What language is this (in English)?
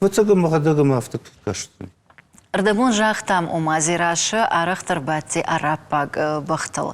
Ossetic